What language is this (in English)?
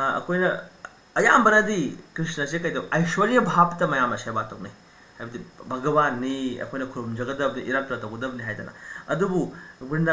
Manipuri